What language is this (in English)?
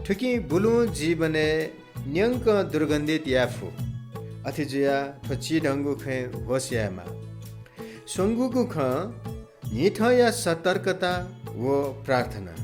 Newari